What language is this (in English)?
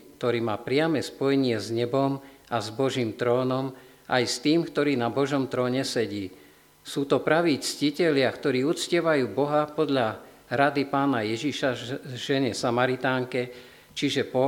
Slovak